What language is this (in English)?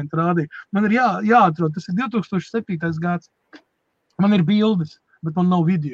Latvian